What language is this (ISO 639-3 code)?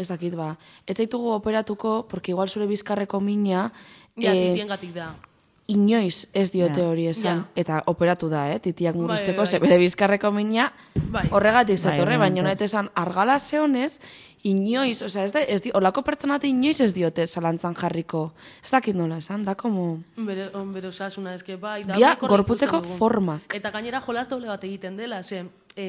eus